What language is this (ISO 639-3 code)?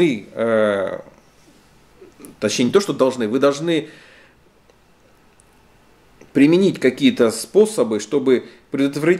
rus